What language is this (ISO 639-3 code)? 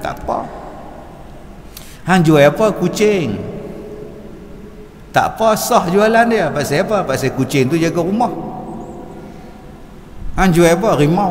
msa